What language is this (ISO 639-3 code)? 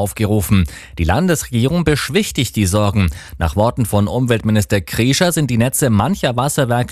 deu